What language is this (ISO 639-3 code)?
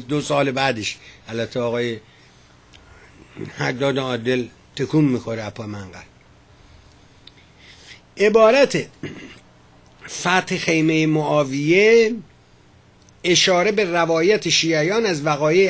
fas